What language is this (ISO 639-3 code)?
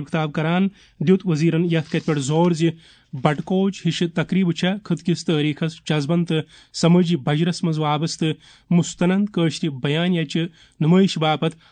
kas